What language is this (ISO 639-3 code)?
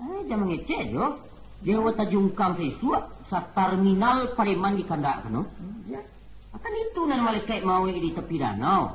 min